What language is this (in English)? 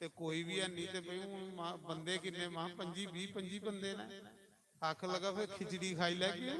Dogri